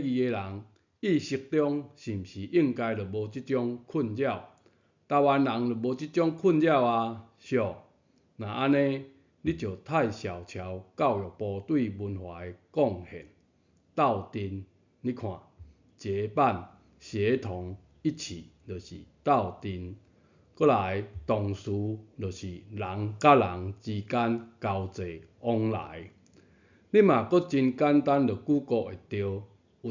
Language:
Min Nan Chinese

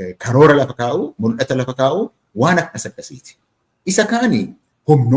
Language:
Oromo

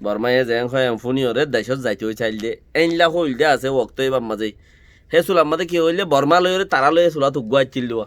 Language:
Rohingya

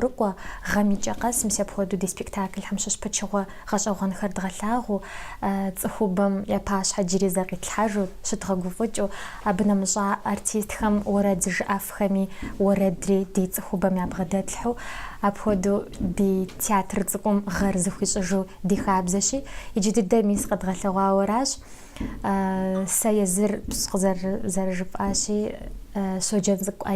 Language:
Kabardian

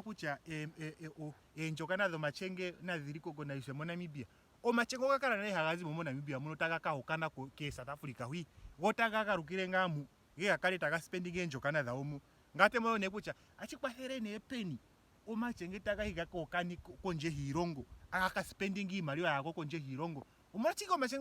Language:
Ndonga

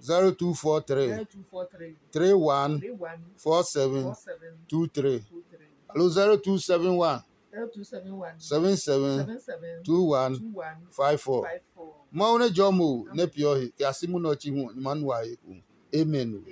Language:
Adangme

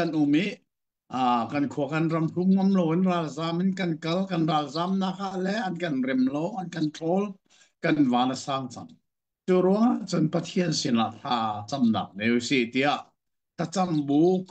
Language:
Hakha Chin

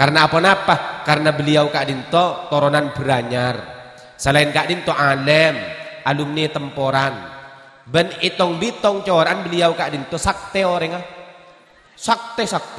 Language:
Madurese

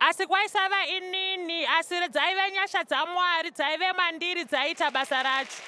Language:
Shona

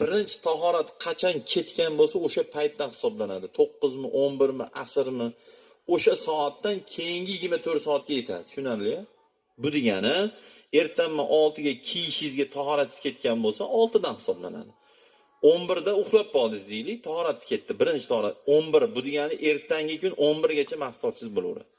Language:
Uzbek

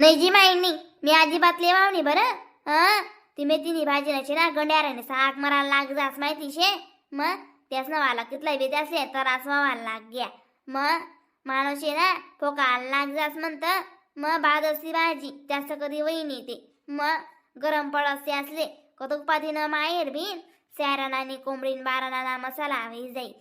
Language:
Khandesi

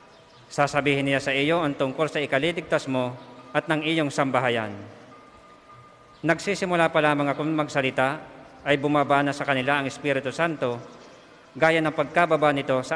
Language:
Filipino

